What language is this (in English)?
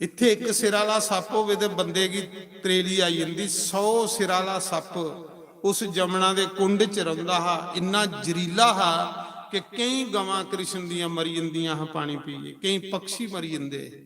Dogri